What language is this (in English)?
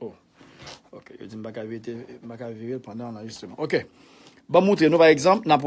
Haitian Creole